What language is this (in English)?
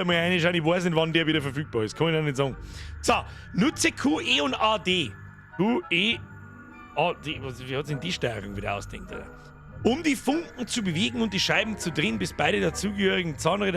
Bavarian